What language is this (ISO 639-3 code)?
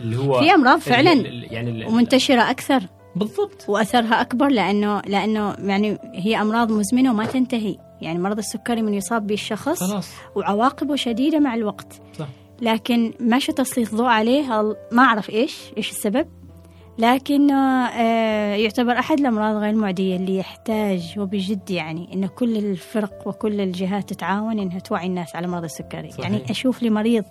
afb